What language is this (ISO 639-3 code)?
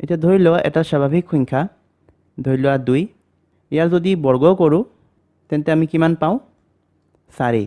asm